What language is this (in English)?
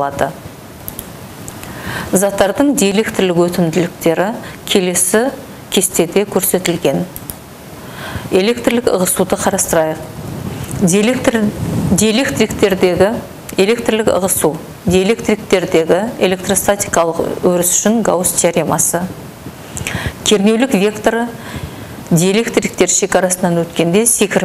Kazakh